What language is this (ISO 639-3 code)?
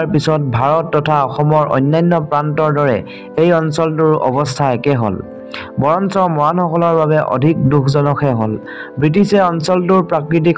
asm